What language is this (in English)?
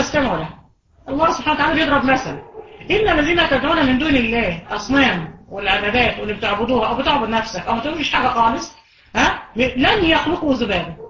Egyptian Arabic